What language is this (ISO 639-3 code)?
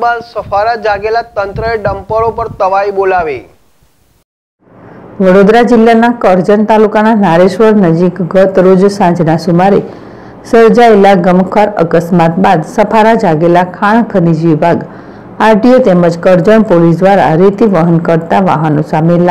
guj